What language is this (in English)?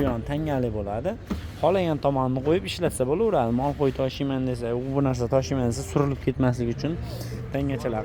Uzbek